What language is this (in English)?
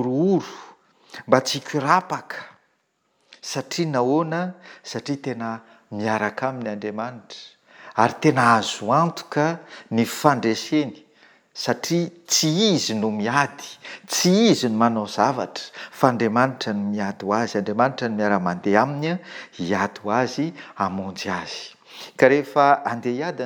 Malagasy